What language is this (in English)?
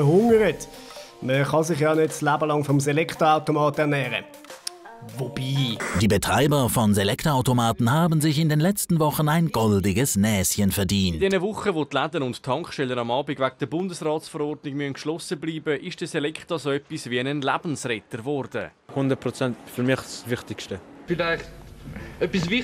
Swiss German